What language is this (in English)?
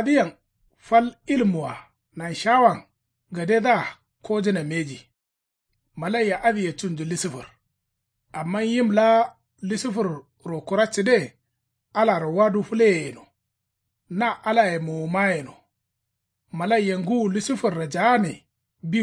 Kanuri